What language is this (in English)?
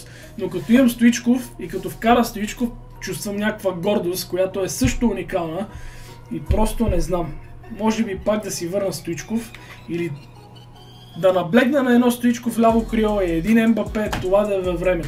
Bulgarian